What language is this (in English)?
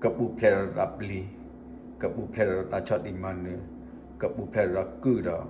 S'gaw Karen